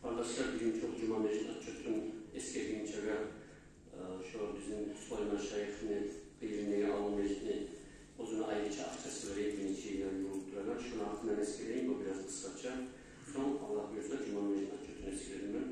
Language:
Kumyk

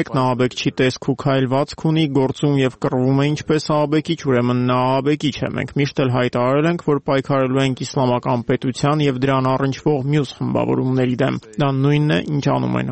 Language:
Armenian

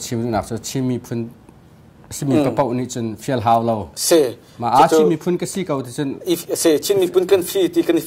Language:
Hakha Chin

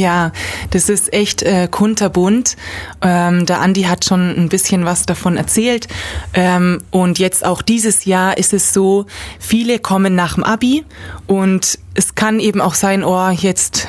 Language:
German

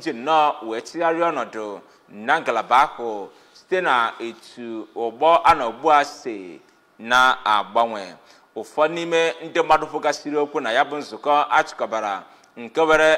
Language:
Igbo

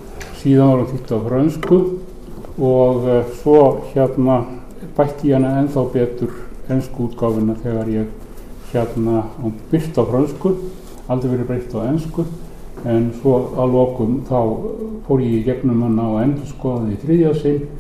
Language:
Icelandic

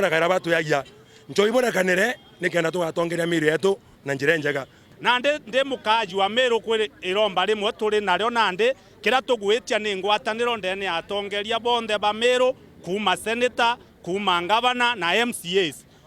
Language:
Meru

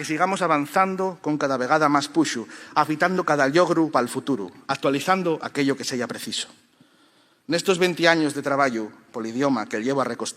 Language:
Asturian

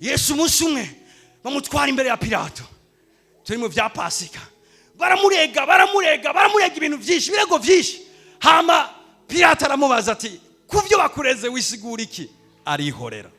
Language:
Rundi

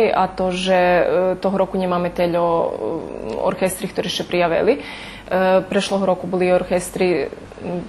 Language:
Rusyn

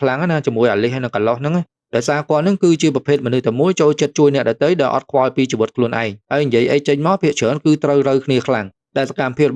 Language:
Khmer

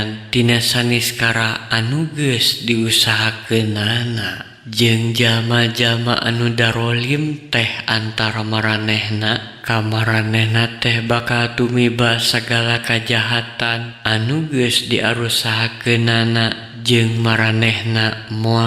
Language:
Sundanese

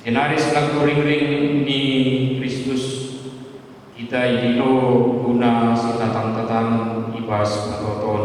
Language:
Batak Karo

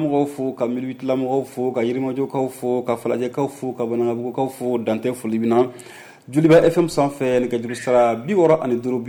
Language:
Bambara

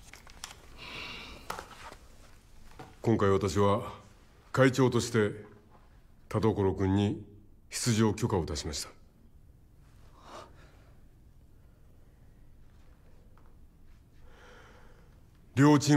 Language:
Japanese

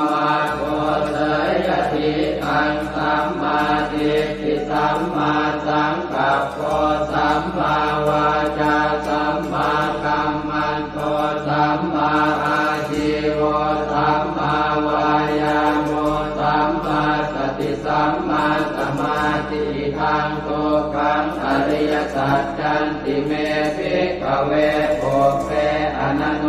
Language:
Pali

